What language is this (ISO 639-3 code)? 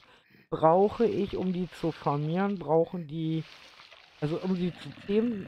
deu